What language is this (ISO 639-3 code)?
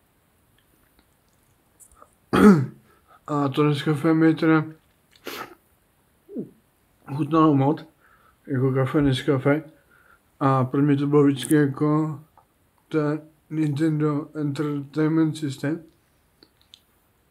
ces